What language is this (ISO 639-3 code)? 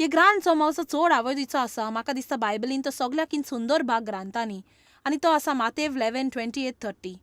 kok